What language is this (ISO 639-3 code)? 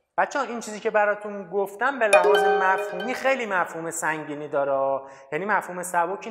fas